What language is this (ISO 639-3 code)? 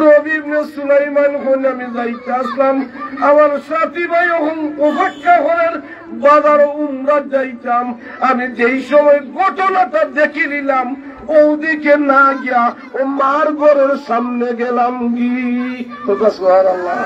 syl